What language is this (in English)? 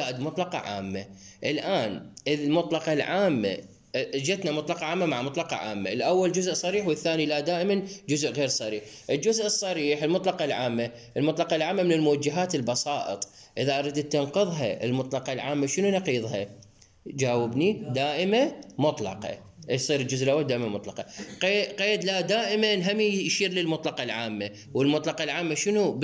Mesopotamian Arabic